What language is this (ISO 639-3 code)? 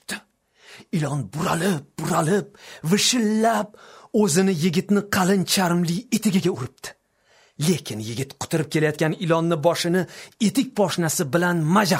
uzb